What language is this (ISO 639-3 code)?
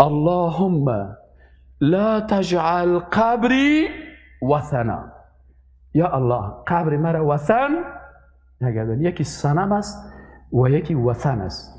fas